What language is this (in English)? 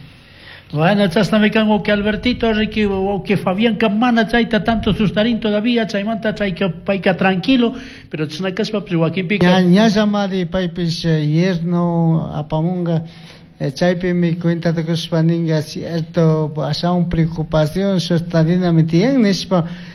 Chimborazo Highland Quichua